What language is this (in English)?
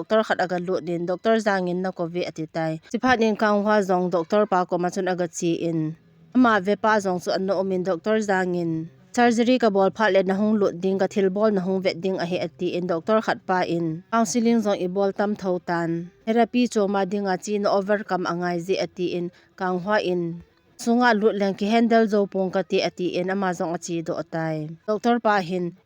Thado Chin